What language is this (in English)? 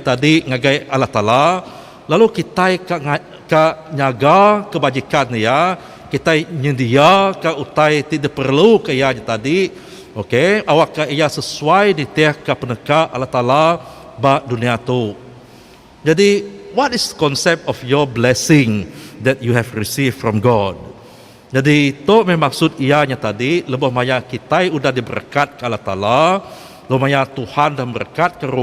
Iban